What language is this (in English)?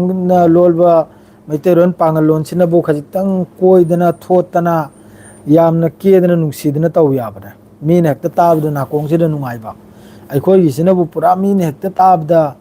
Manipuri